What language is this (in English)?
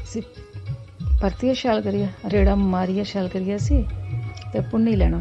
Dogri